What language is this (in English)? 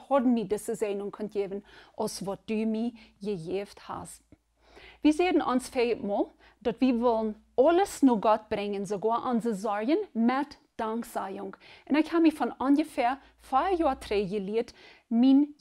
Plautdietsch